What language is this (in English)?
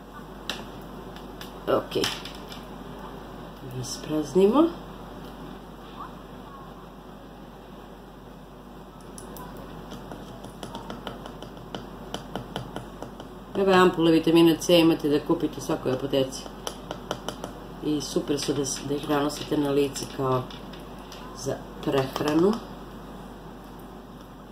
Serbian